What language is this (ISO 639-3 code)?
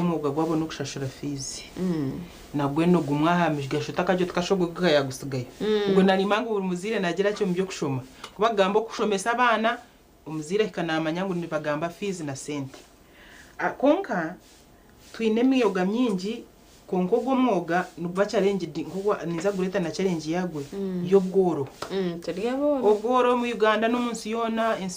nyn